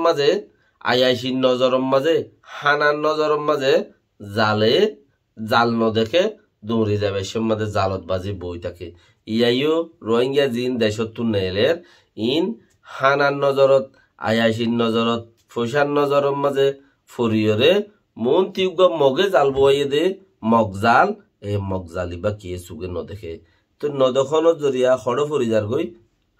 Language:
Rohingya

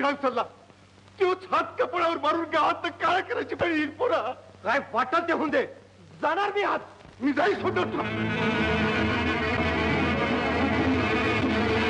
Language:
Marathi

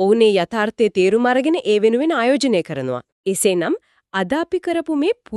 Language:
Sinhala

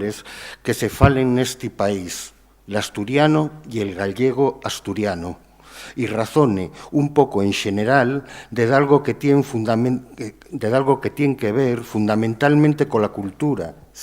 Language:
Asturian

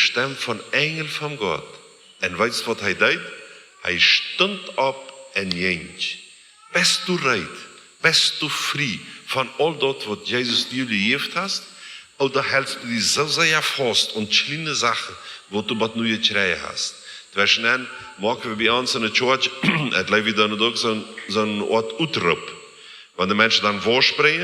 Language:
Plautdietsch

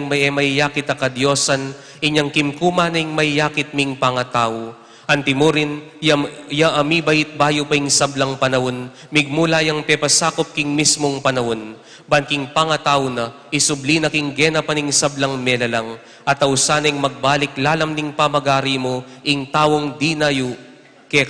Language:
Pampanga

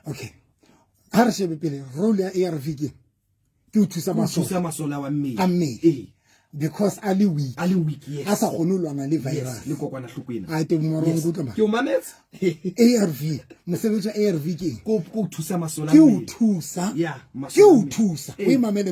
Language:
Southern Sotho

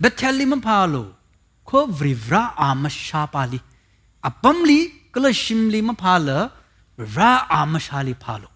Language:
Tangkhul Naga (India)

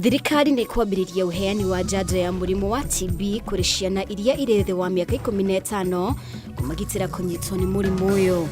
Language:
Kikuyu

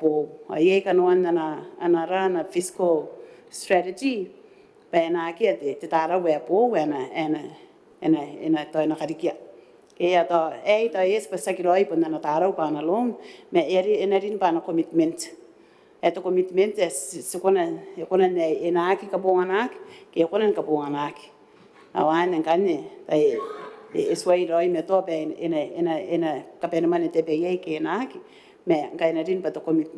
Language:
Gilbertese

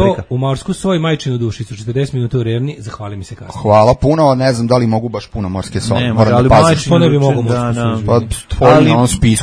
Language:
Serbian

